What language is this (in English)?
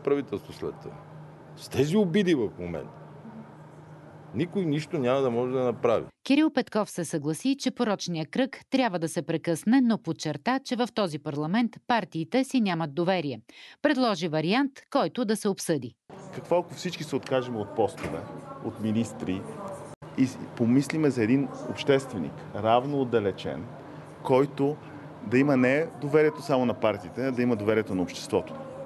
Bulgarian